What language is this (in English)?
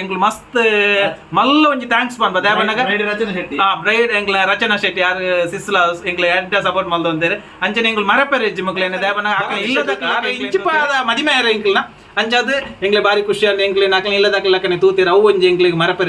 Tulu